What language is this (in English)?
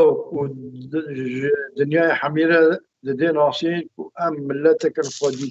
Kurdish